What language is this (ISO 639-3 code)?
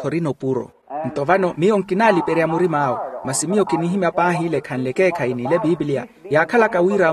vmw